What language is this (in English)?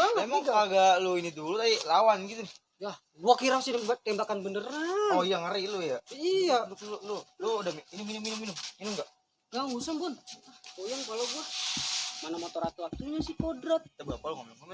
Betawi